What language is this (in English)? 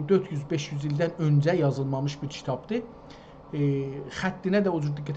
South Azerbaijani